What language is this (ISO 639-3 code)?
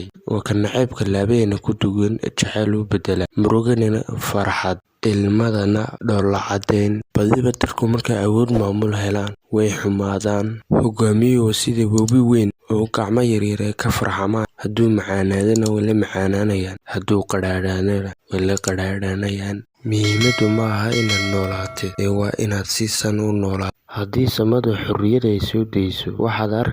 som